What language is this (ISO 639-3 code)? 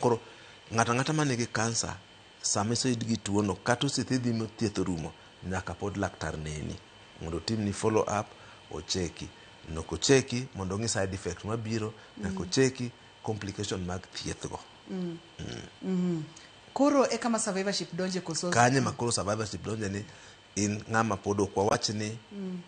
luo